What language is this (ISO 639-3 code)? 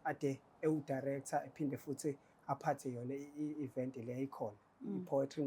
zul